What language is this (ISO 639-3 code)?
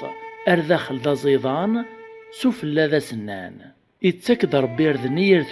kab